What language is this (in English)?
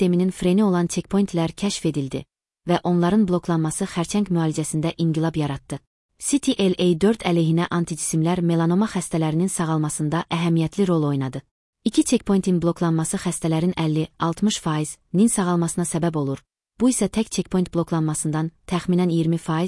Azerbaijani